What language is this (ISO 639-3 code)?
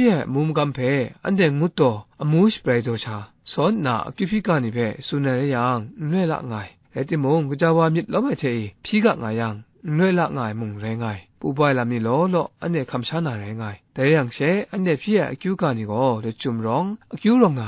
kac